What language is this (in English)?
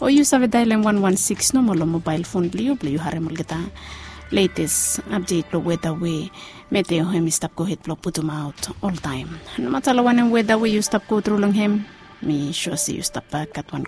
Bislama